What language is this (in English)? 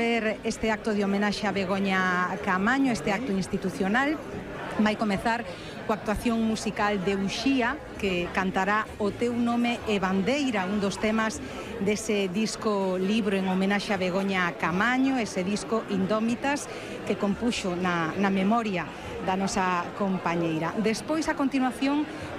Galician